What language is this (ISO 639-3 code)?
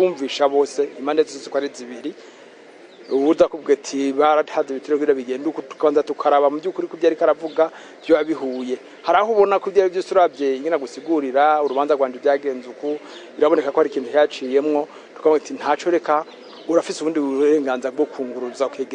run